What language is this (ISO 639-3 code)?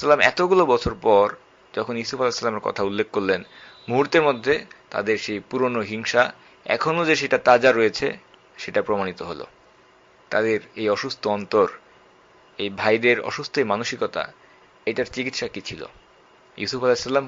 ben